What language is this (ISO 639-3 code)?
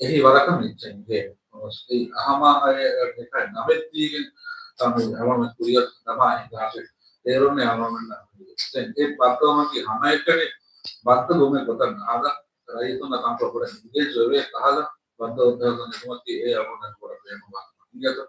div